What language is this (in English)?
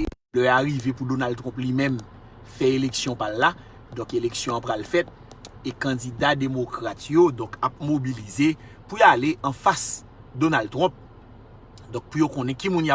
Haitian Creole